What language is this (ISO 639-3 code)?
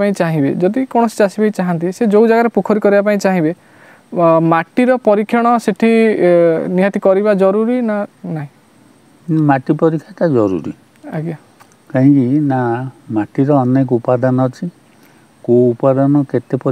ori